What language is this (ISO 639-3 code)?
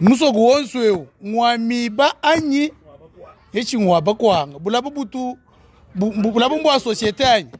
lua